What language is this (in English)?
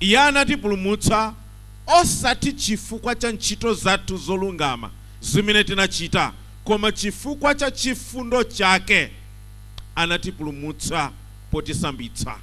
Nyanja